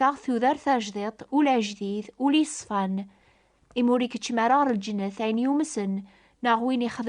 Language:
Kabyle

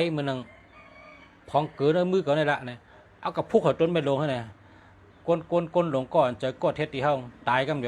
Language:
Shan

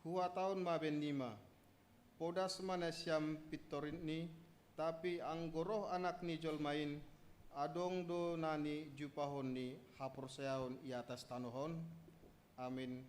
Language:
Batak Simalungun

